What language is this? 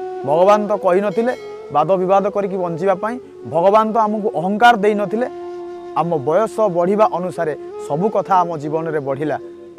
Odia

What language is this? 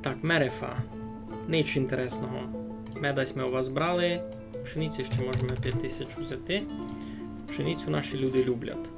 Rusyn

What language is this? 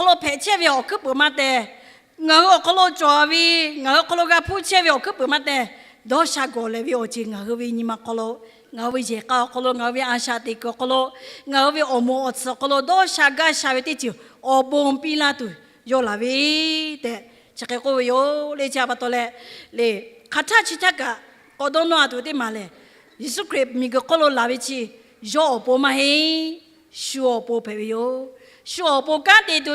Lahu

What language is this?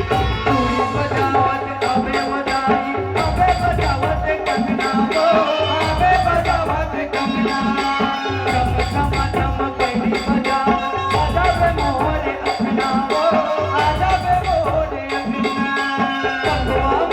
Chhattisgarhi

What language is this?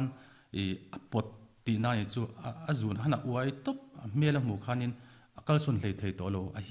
Mizo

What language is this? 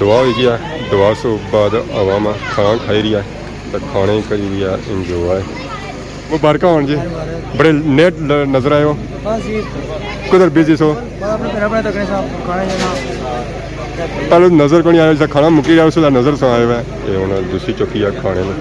Pahari-Potwari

